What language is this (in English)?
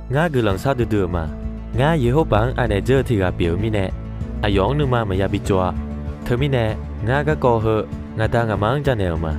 Akha